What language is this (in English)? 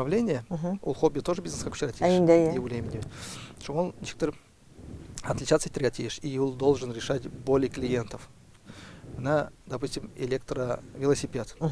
Tatar